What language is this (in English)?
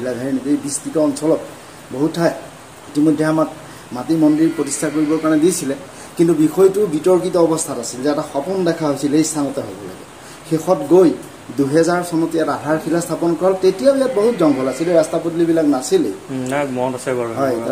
Assamese